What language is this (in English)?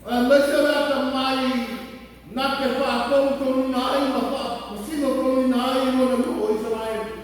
Samoan